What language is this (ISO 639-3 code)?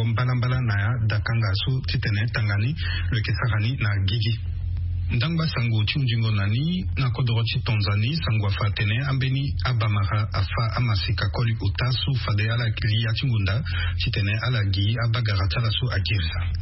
sag